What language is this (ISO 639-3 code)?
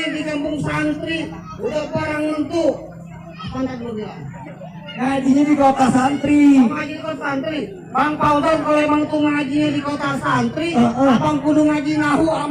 bew